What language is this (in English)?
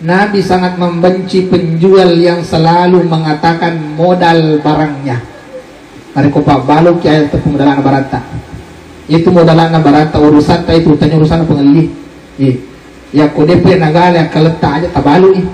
Buginese